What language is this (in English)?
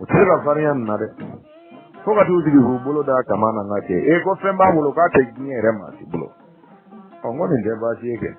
Bambara